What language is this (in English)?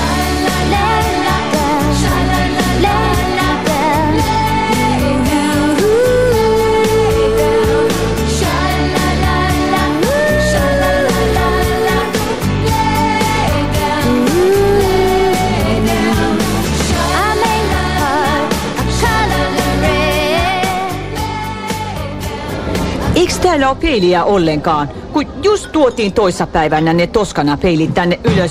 Finnish